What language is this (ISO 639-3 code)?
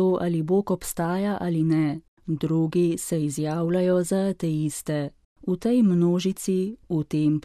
slv